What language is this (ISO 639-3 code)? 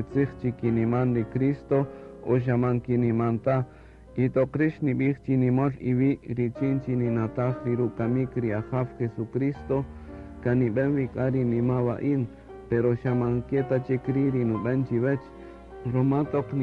cak